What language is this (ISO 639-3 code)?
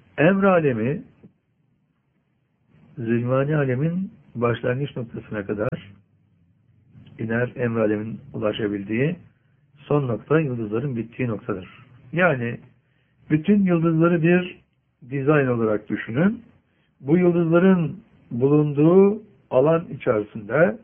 tur